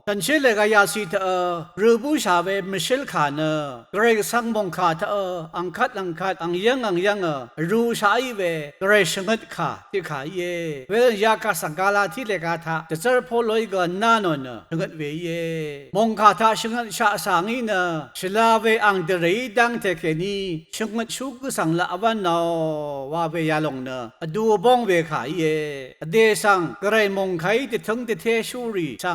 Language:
Rawang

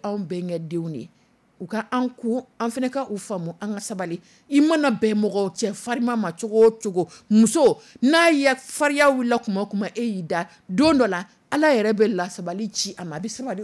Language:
Dyula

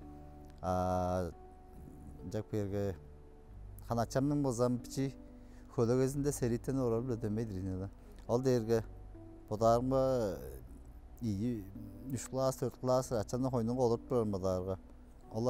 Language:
Tuvinian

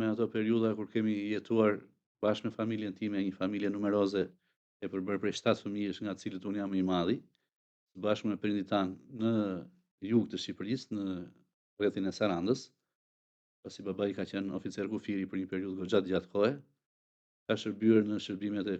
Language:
Albanian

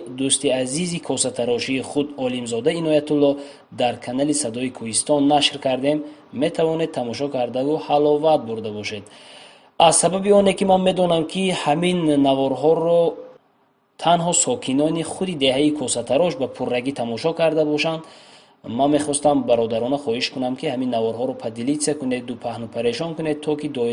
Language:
Tajik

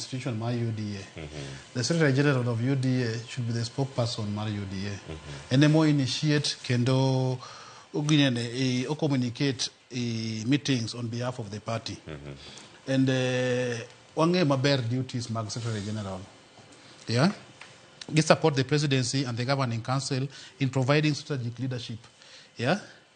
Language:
Luo (Kenya and Tanzania)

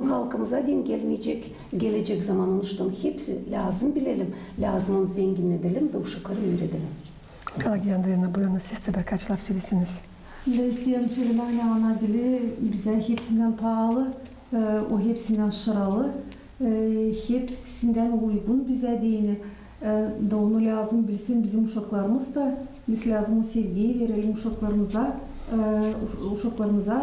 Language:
Gagauz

